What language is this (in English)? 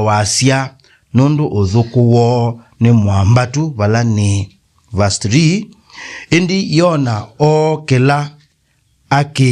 Kamba